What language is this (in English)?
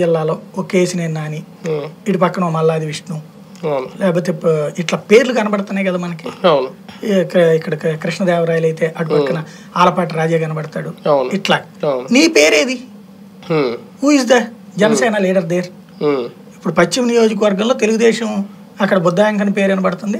Telugu